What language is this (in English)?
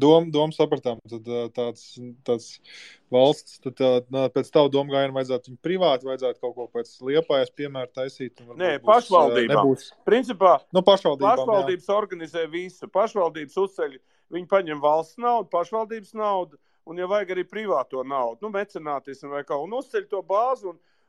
Latvian